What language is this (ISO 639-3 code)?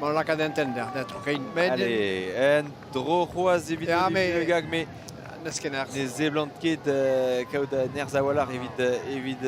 bre